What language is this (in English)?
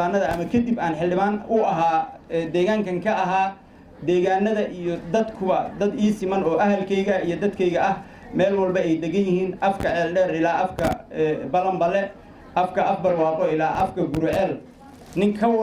Somali